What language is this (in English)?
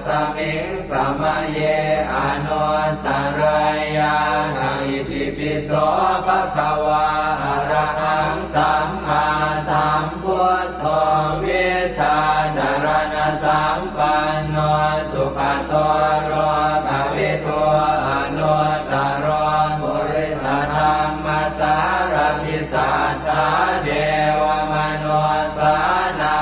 Pali